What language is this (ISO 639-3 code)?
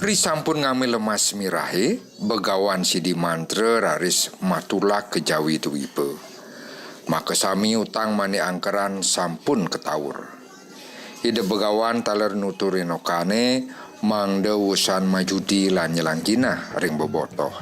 ban